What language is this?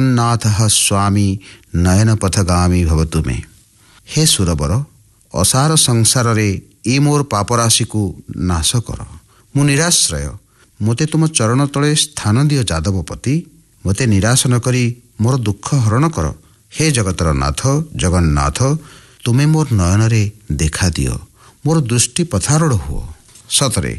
Odia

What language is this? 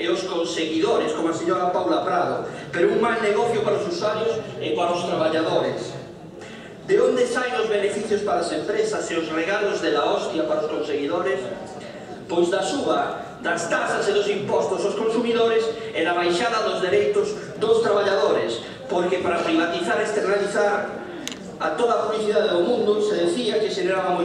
Galician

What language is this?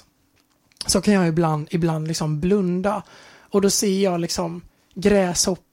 Swedish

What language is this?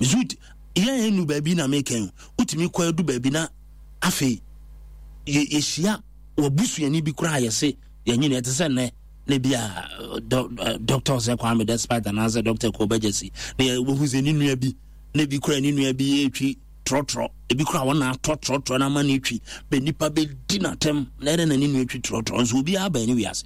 Akan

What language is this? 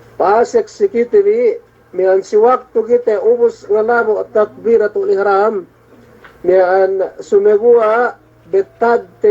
Yakan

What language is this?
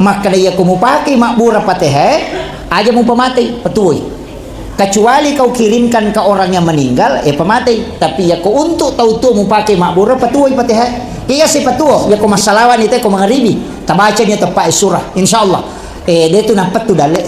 Buginese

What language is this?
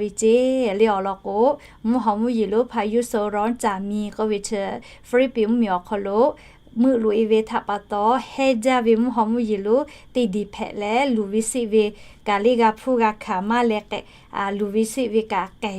Lahu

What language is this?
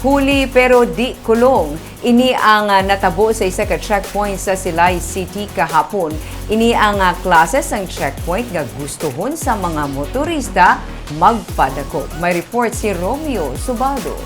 Hiligaynon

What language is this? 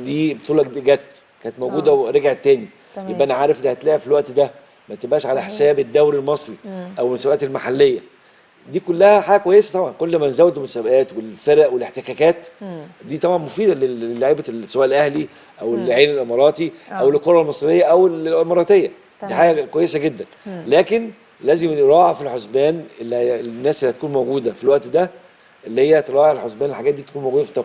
Egyptian Arabic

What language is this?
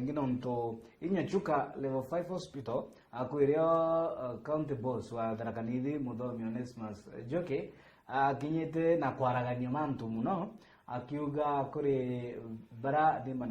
Meru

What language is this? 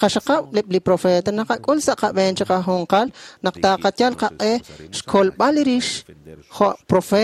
Kekchí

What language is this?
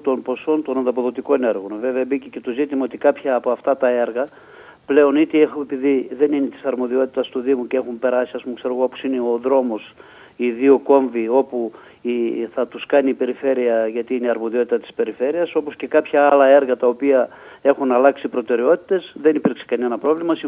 Greek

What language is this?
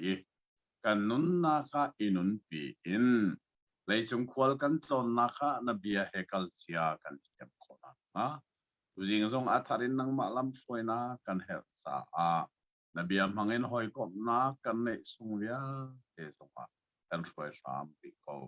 Hakha Chin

